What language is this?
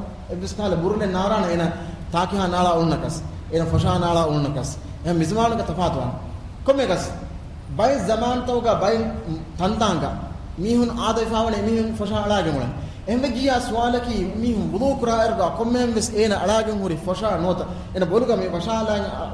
Divehi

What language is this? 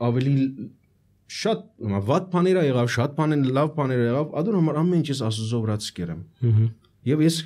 Armenian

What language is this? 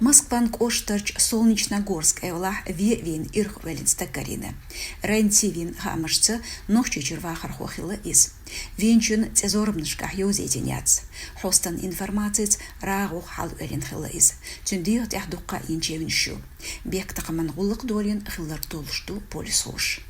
Chechen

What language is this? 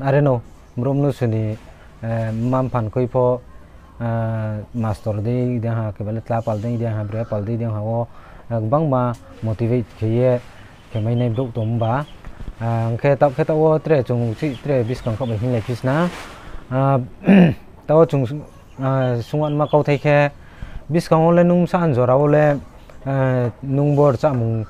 Riang (India)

